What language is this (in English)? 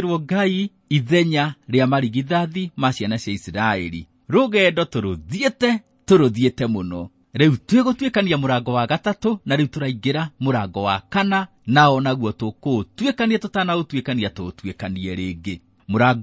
Kikuyu